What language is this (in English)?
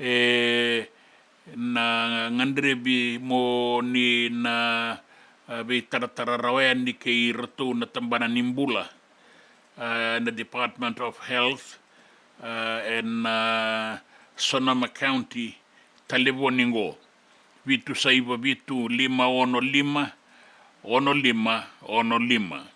Fijian